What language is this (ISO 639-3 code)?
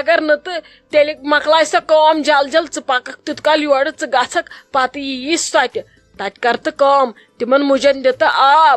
kas